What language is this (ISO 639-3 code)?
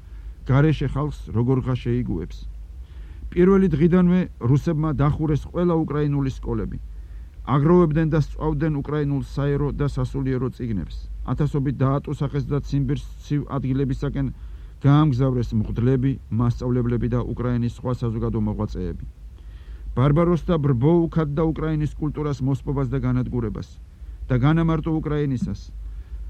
kat